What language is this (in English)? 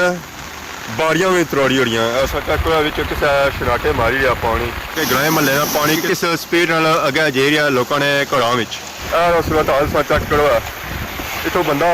Pahari-Potwari